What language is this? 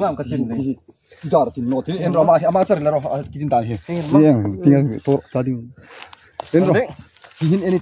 Hmar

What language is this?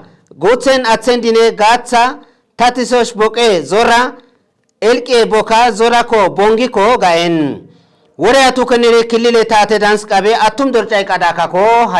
Kafa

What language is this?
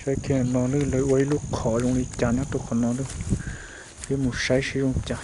Hmong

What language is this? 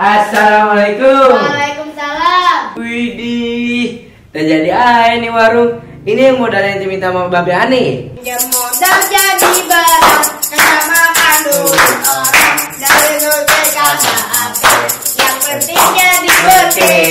Betawi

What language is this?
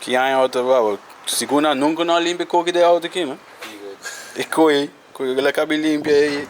Papiamento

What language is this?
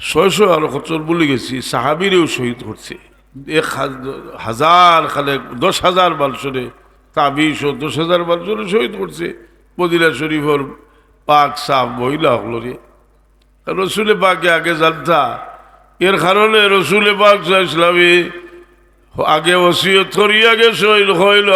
Sylheti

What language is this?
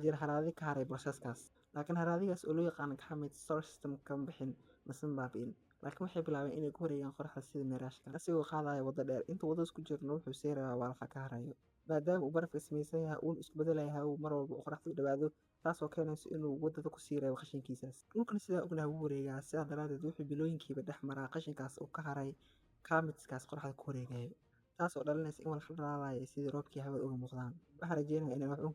Somali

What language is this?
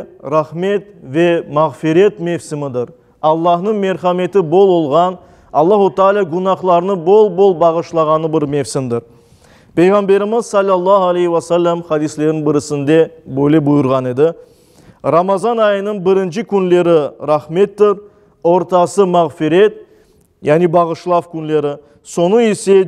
Crimean Tatar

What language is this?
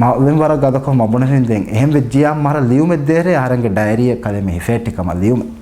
Divehi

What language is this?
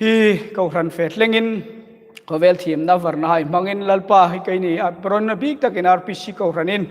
Hmar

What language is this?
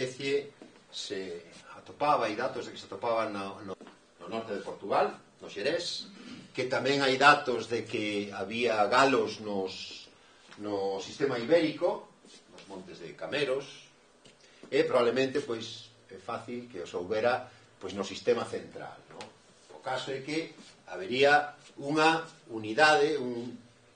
Galician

